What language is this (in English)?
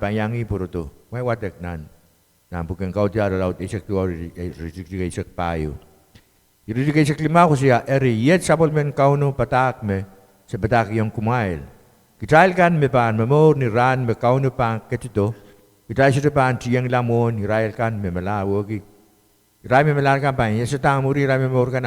Pohnpeian